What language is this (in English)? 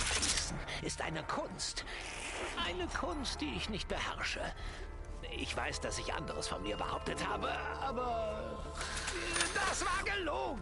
Swiss German